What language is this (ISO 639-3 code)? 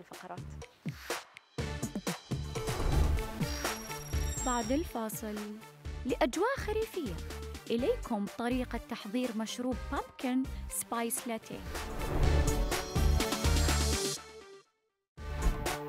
ara